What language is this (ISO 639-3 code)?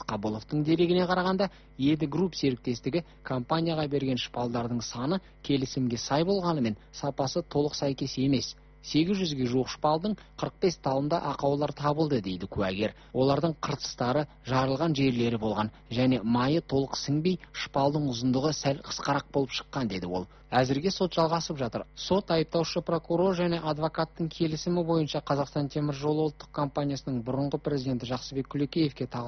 kaz